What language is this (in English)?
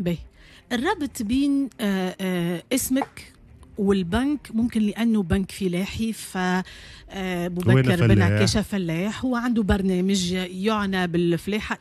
Tunisian Arabic